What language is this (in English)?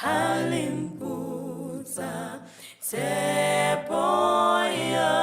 Southern Sotho